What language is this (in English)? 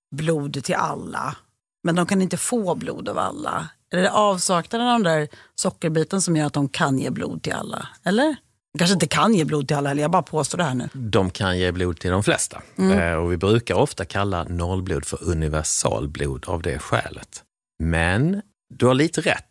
Swedish